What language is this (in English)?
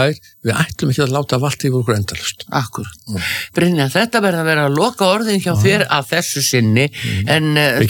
Icelandic